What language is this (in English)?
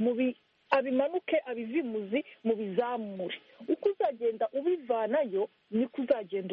Kinyarwanda